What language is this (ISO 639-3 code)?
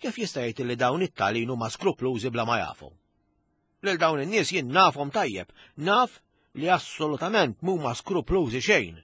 mlt